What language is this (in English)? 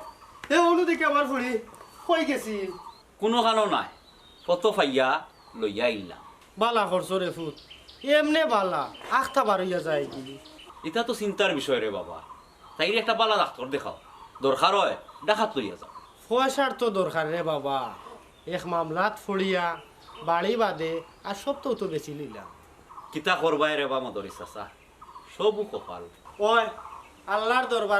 Sylheti